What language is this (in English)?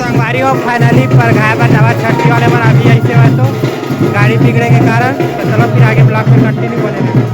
Chhattisgarhi